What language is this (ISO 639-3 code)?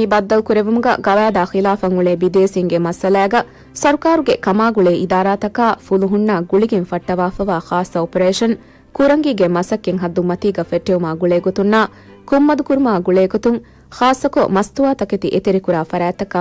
div